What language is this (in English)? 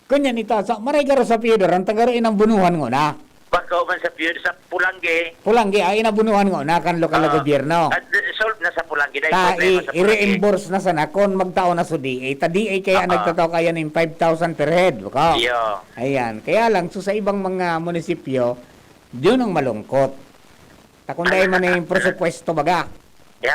Bikol